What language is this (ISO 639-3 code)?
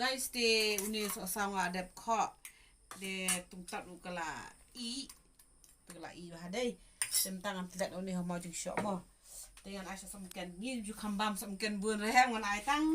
kha